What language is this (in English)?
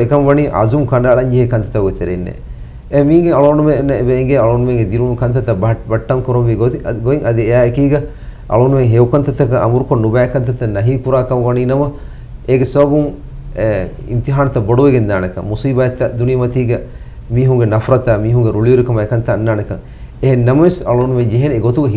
Divehi